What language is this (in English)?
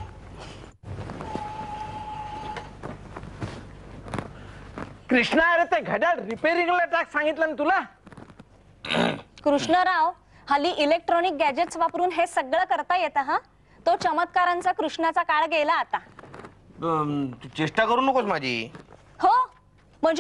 Marathi